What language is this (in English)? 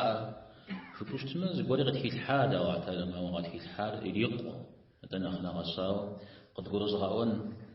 Kabardian